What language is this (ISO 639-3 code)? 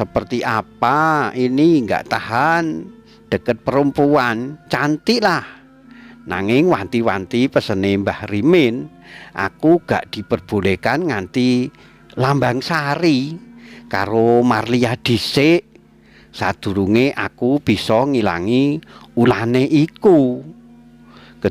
jav